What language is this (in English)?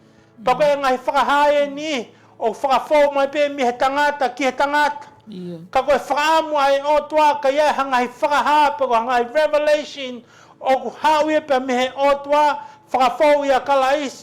Tongan